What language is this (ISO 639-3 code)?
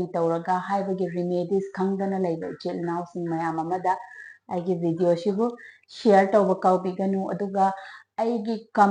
mni